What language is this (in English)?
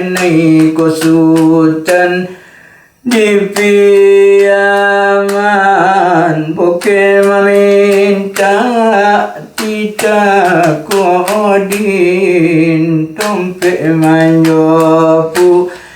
Minangkabau